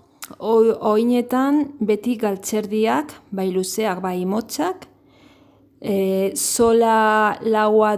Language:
Basque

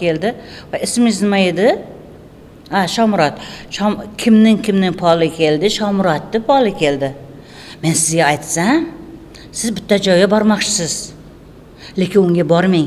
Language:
Kara-Kalpak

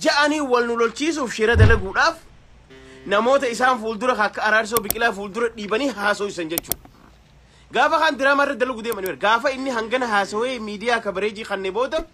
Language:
Oromo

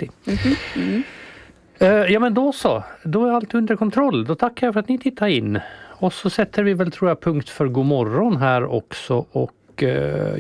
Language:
Swedish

